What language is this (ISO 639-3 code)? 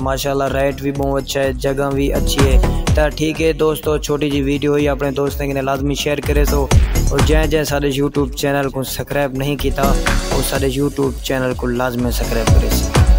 skr